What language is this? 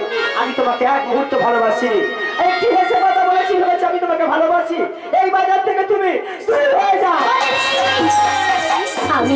Bangla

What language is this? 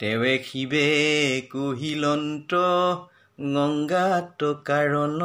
Assamese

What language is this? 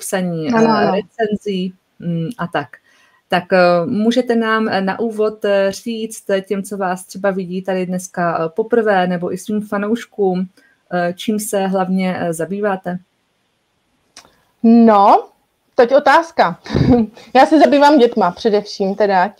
Czech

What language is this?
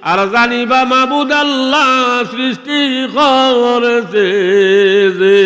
Sylheti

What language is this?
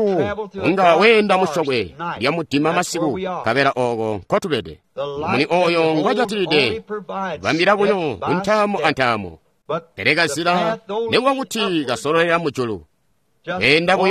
Tonga (Zambia)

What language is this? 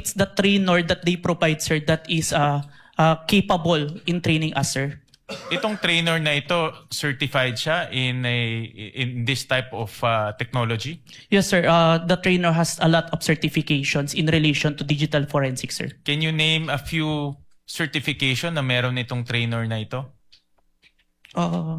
Filipino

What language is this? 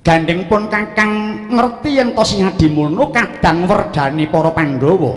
Javanese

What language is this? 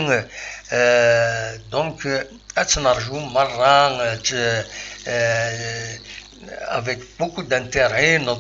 Kabyle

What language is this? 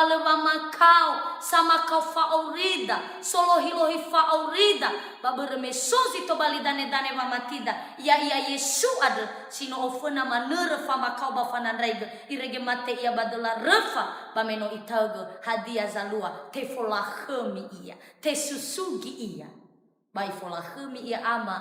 Nias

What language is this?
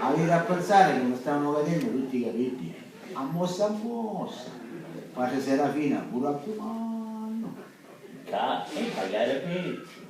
Sicilian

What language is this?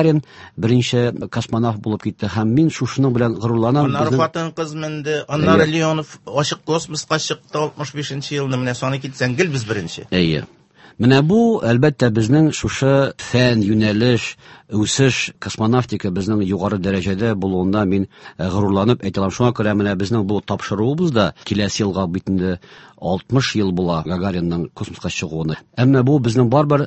Tatar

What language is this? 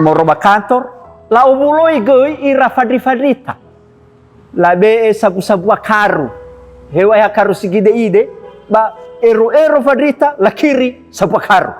Nias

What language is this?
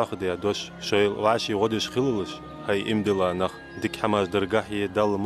Ingush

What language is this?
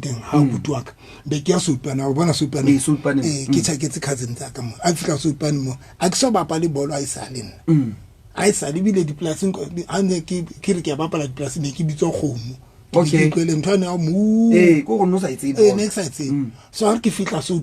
Southern Sotho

